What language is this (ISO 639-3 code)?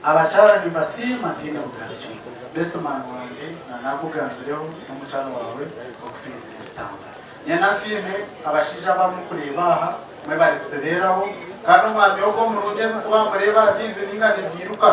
nyn